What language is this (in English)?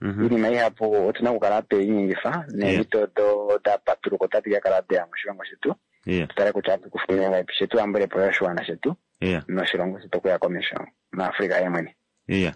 Kuanyama